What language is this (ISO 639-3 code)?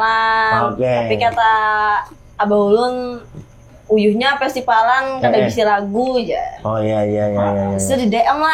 bjn